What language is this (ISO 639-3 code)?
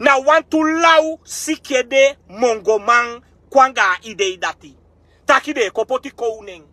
srn